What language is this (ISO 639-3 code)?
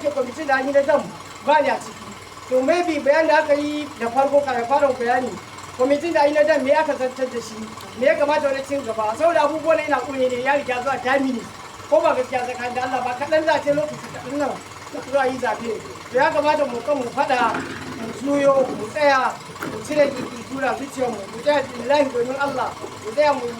hau